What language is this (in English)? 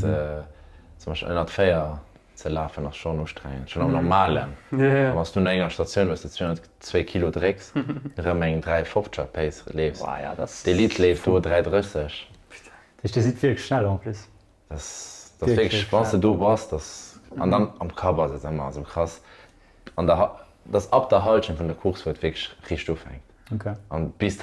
Luxembourgish